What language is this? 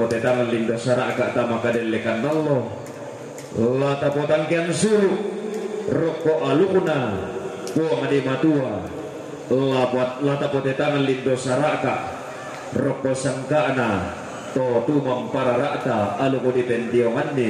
Toraja-Sa'dan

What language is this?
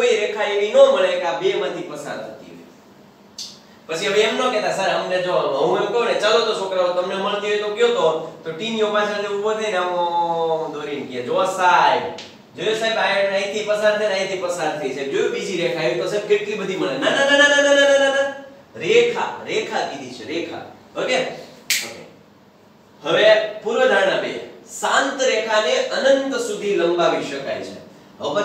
Gujarati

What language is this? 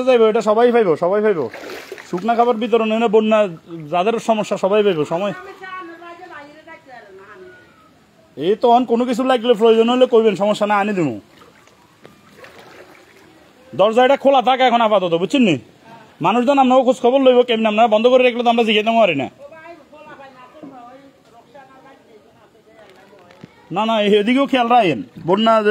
Bangla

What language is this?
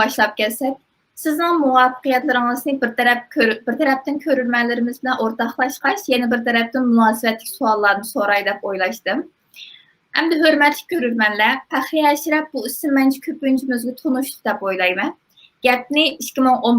Uyghur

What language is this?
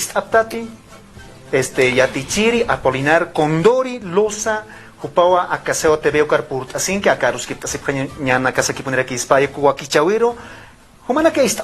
Aymara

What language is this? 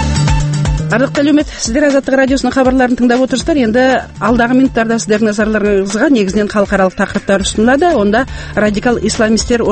Kazakh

